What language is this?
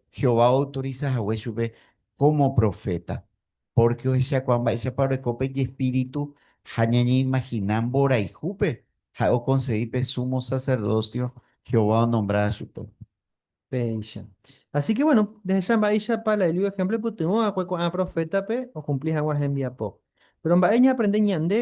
Guarani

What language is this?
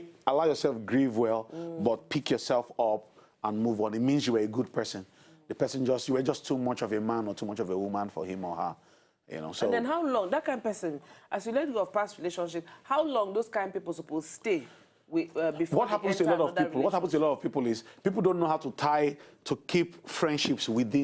Nigerian Pidgin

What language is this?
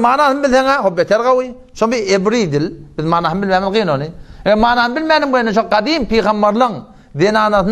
Turkmen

